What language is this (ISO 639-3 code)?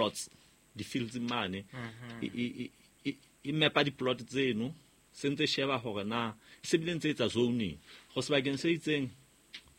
sot